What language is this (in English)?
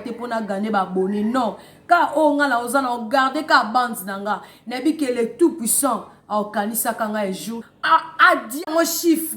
Lingala